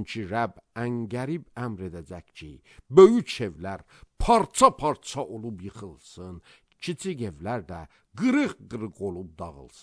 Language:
Azerbaijani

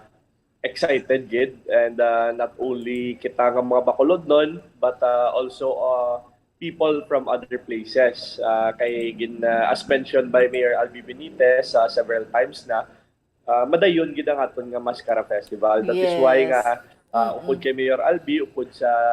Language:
Hiligaynon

